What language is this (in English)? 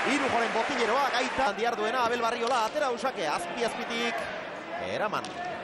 Basque